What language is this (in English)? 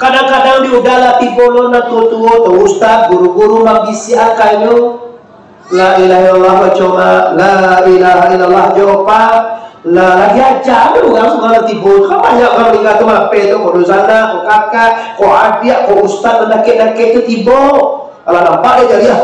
Minangkabau